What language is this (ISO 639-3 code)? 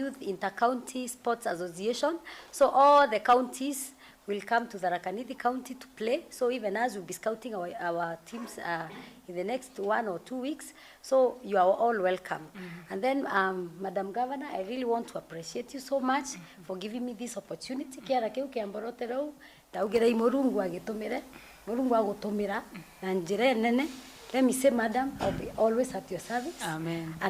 mer